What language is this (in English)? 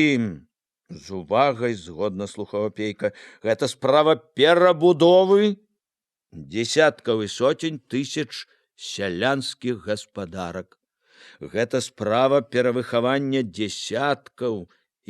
Belarusian